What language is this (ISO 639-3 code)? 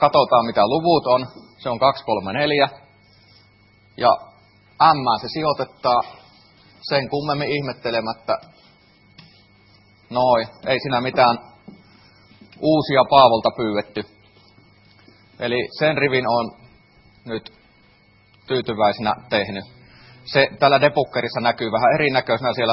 fin